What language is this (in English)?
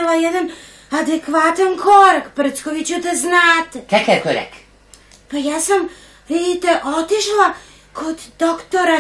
Serbian